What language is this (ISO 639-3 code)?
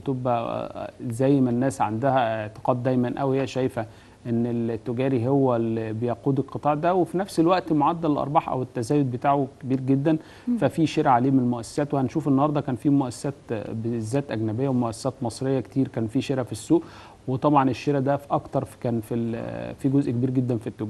arz